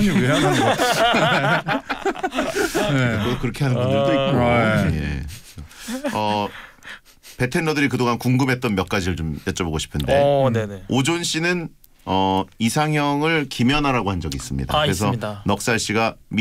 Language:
Korean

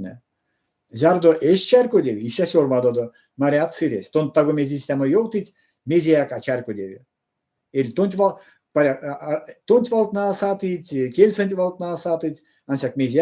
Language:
Erzya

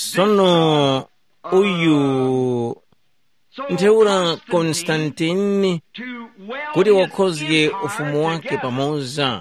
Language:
Tumbuka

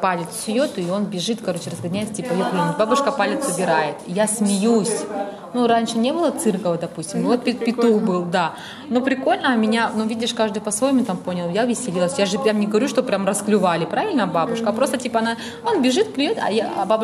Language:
Russian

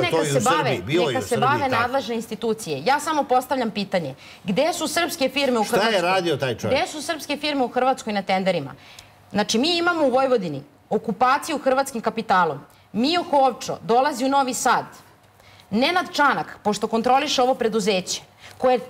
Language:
Serbian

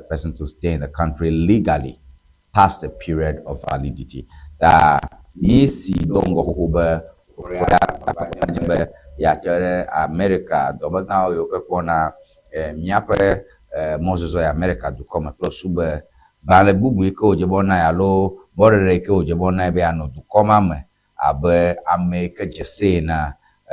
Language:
Ewe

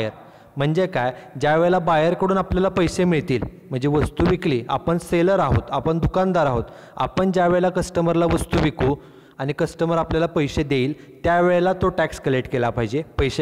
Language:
Marathi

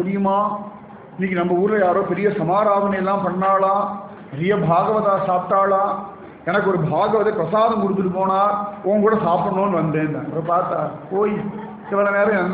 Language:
Tamil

